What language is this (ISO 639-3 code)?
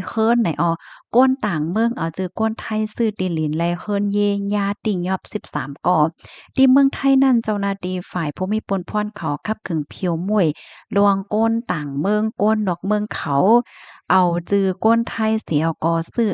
shn